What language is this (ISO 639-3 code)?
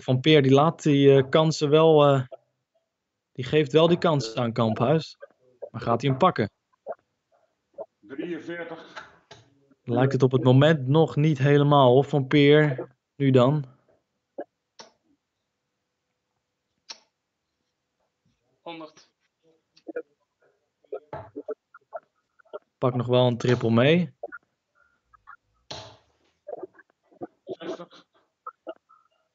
nld